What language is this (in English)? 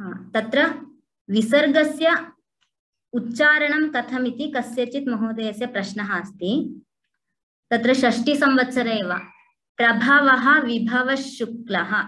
Sanskrit